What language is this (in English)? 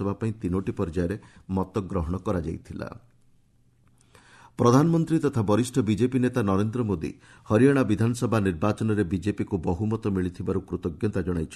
Odia